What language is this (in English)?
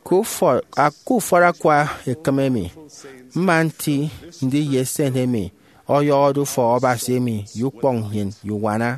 Efik